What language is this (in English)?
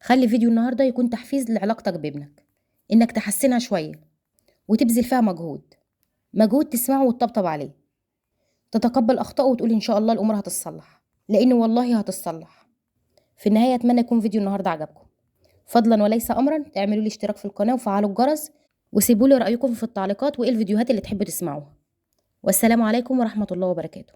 Egyptian Arabic